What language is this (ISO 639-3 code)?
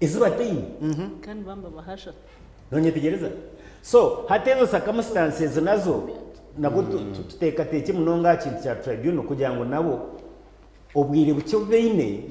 nyn